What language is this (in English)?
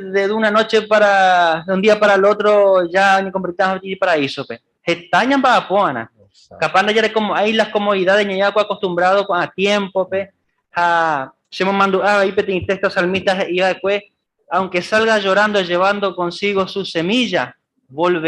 Guarani